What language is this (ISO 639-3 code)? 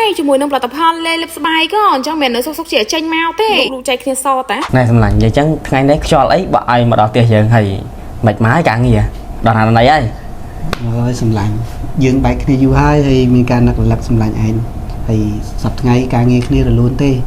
khm